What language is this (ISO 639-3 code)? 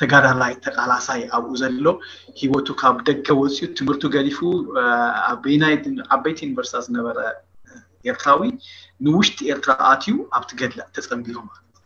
tir